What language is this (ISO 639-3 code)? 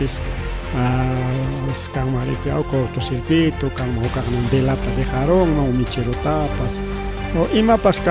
quy